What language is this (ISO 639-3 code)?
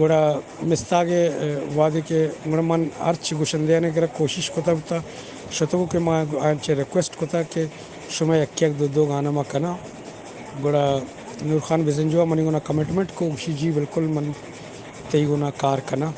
bgp